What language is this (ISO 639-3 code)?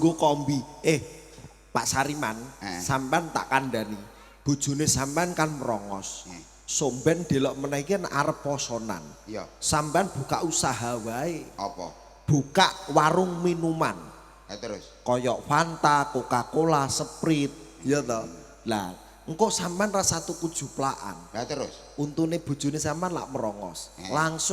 jav